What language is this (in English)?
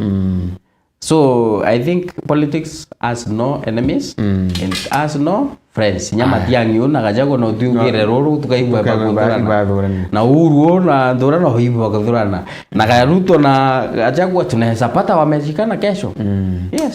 Meru